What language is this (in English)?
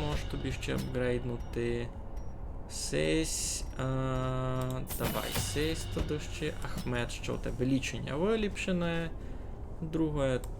Rusyn